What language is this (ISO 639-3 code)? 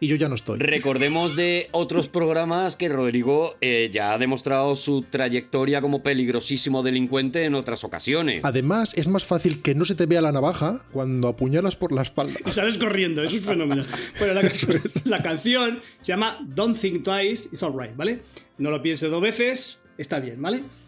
spa